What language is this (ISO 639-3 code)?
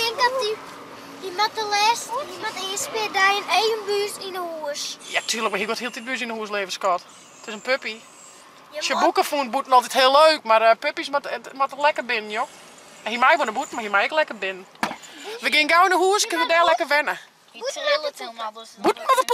fry